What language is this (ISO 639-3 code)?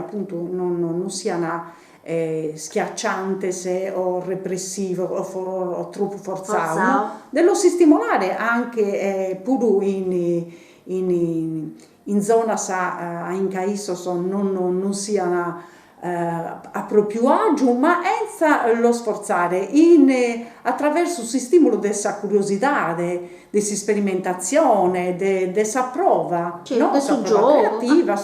srd